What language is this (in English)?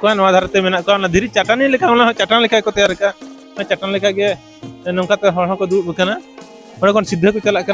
Santali